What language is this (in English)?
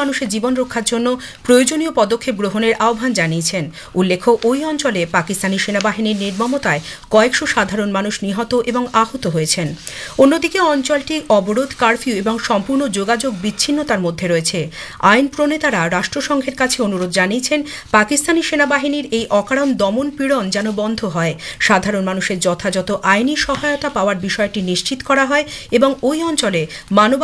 Bangla